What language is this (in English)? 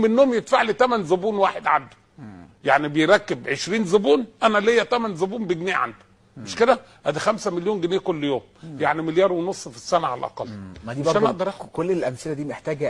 Egyptian Arabic